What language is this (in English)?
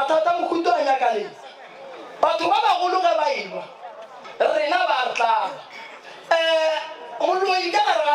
Northern Sotho